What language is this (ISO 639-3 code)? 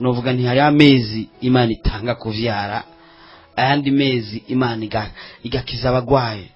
run